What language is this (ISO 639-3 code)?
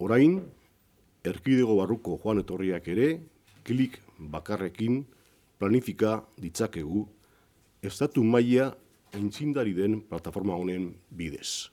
eus